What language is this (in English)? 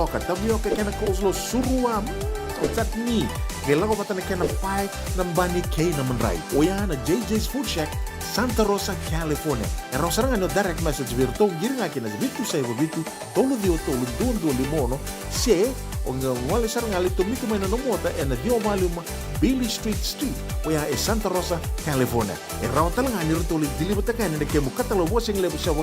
Fijian